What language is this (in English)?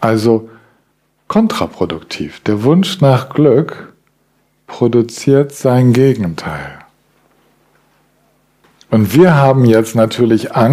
German